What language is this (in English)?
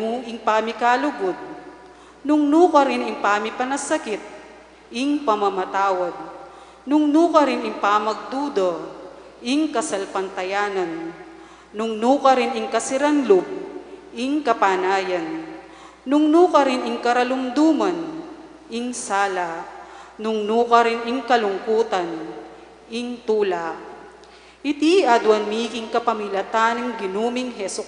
Pampanga